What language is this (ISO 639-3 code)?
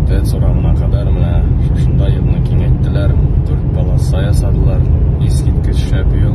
tat